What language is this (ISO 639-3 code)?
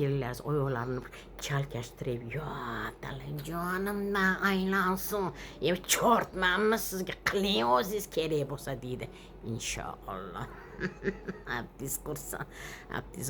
uzb